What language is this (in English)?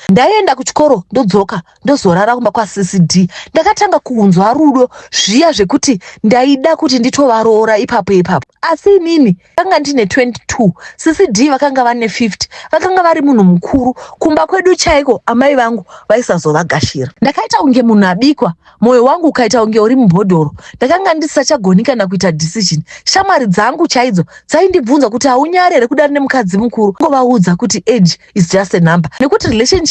Shona